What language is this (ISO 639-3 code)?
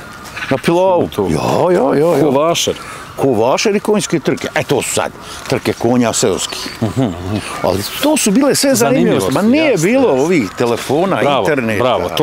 bos